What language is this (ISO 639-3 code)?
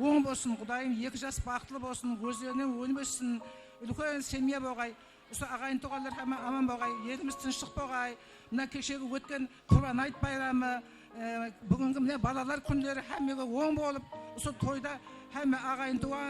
kaa